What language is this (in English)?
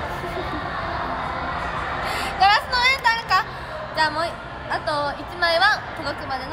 Japanese